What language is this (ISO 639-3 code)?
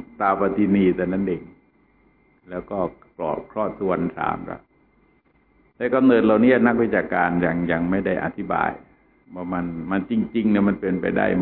tha